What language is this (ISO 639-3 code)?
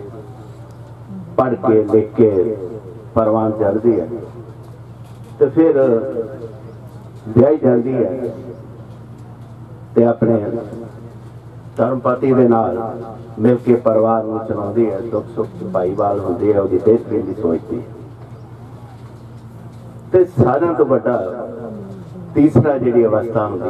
pan